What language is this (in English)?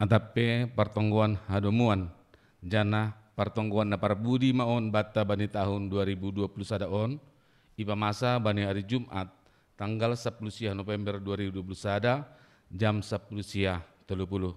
Batak Simalungun